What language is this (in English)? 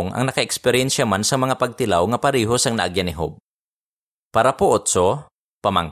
Hiligaynon